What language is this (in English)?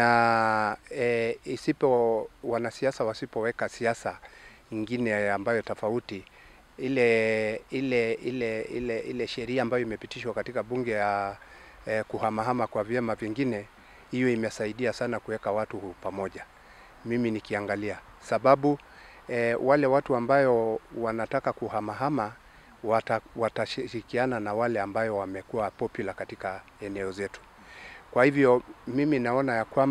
Swahili